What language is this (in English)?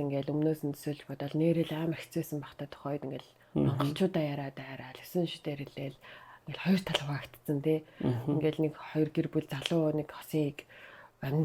Mongolian